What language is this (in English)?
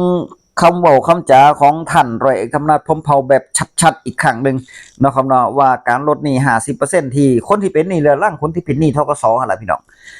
Northeastern Thai